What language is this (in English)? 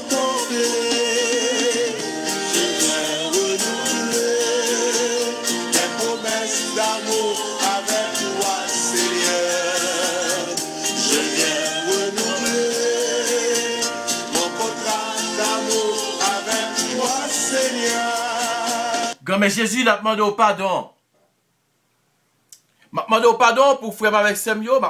French